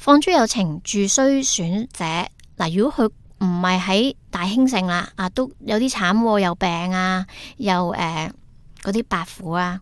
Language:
Cantonese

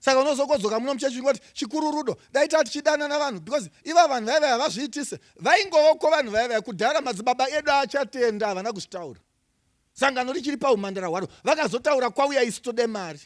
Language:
Shona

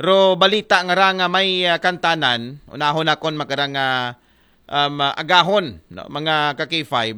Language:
Aklanon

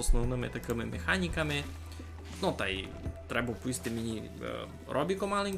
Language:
Rusyn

